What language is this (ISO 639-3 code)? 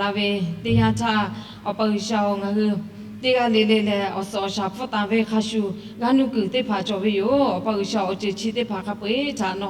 lhu